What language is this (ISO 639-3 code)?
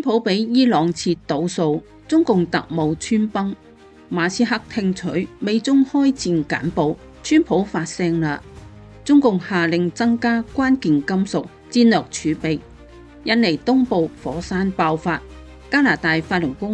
yue